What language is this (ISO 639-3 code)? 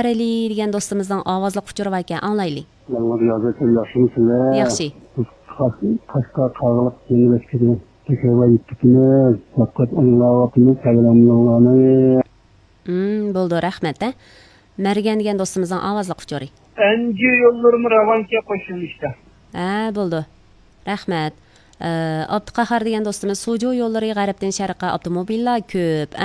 uig